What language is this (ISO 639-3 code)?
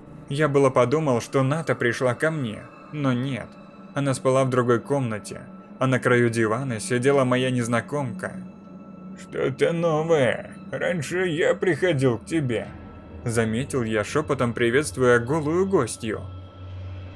rus